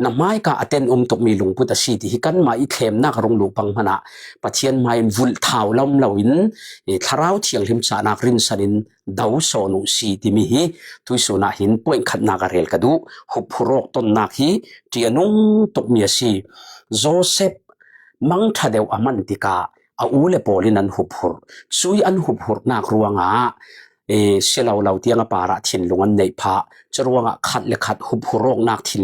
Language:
Falam Chin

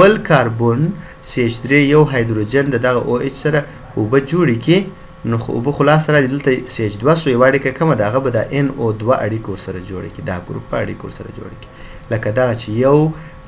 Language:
Pashto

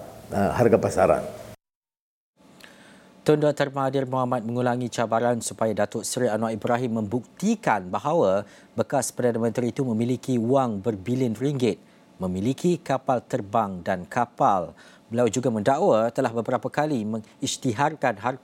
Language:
Malay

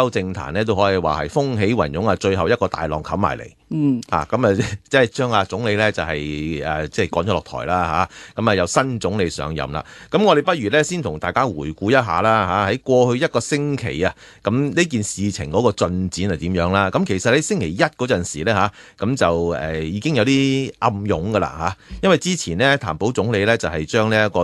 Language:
Cantonese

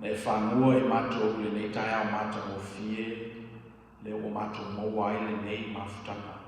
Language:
Samoan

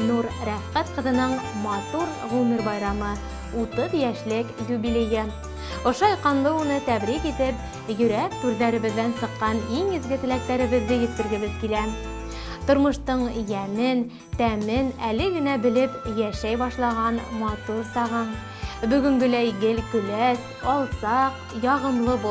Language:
Bashkir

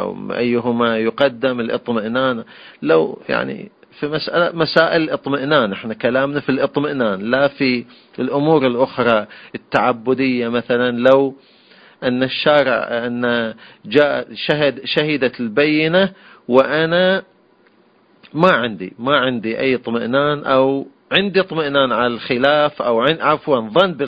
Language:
Arabic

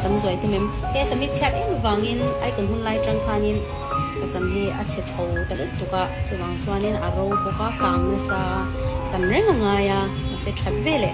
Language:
Hakha Chin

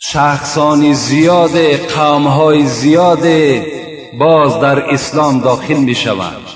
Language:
Tajik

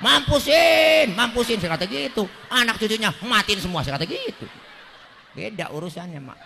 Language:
Betawi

